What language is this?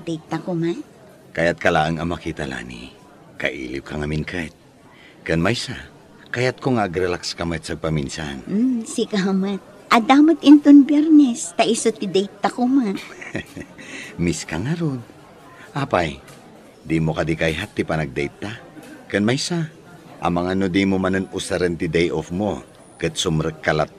Iloko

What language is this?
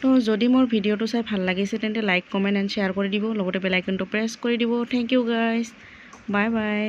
Assamese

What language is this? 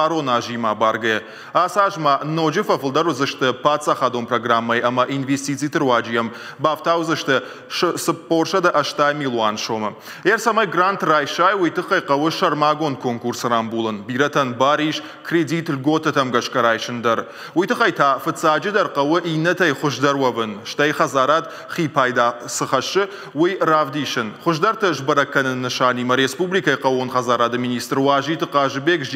Ossetic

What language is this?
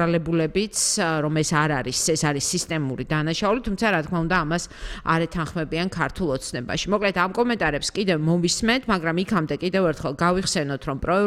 Georgian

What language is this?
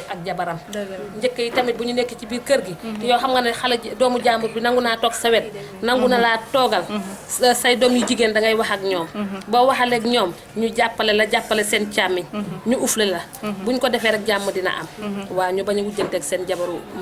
Wolof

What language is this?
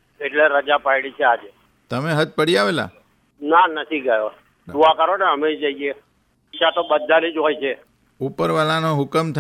Gujarati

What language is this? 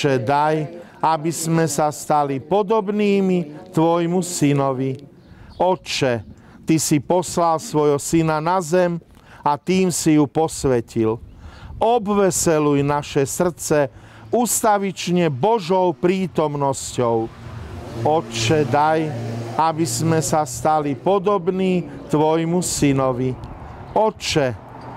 Slovak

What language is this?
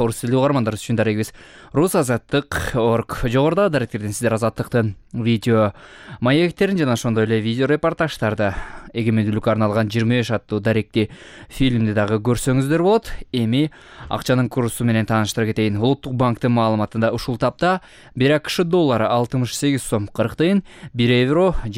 Kyrgyz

